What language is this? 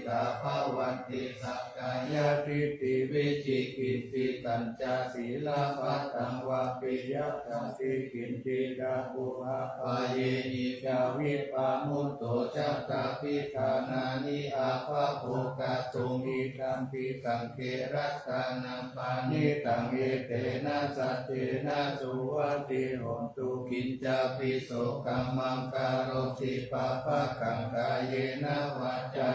Pali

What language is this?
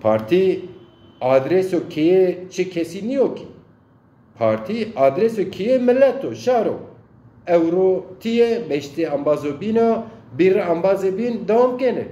Zaza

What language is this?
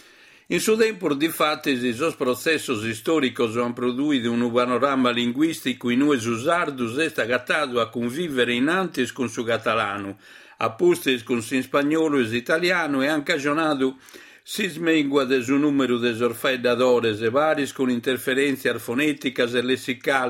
Sardinian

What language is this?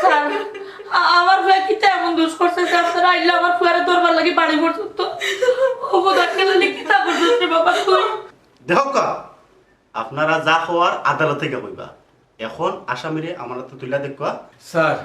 Sylheti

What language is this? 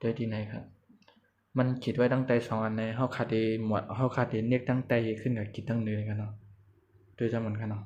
Shan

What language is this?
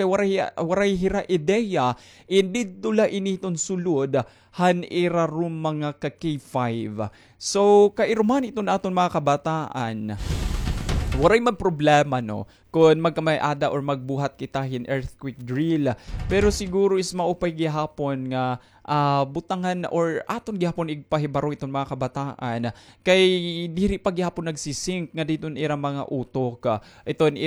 Waray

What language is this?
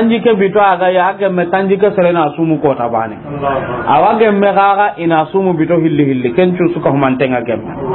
Soninke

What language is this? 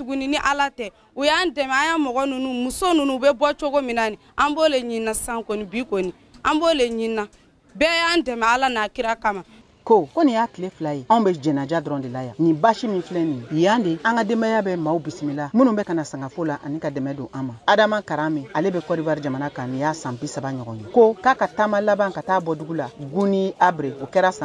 Bambara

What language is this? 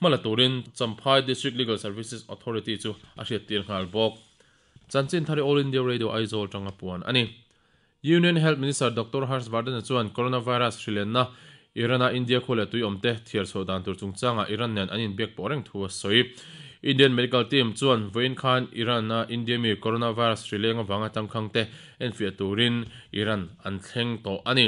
Mizo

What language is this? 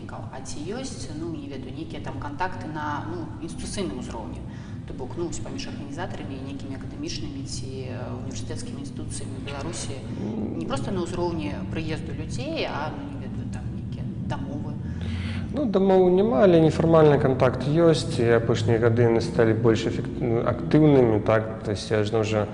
Belarusian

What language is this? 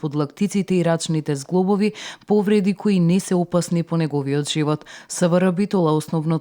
Macedonian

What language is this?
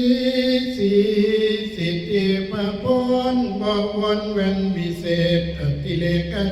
Northeastern Thai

